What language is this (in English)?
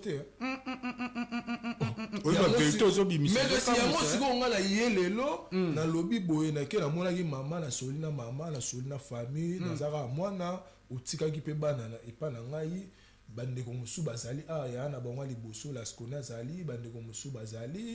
Lingala